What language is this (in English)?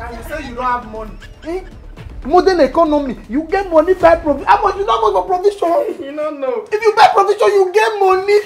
Nigerian Pidgin